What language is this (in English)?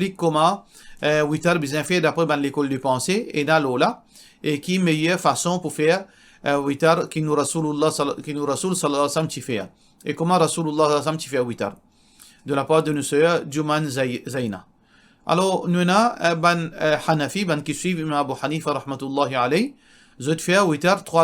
Morisyen